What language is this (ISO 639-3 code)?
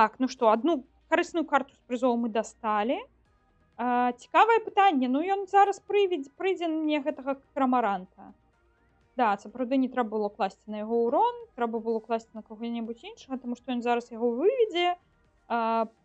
bel